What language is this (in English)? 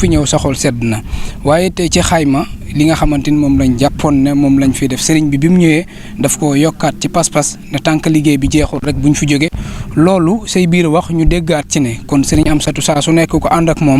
Wolof